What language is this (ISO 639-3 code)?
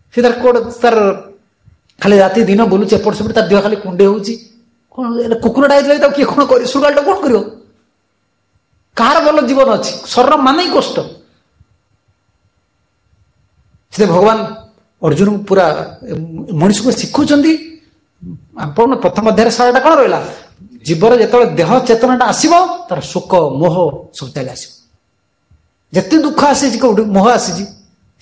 ori